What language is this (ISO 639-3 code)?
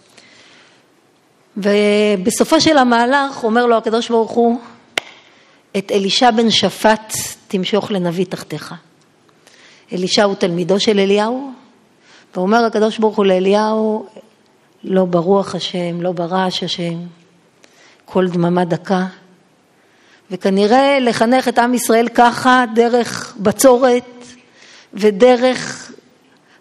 heb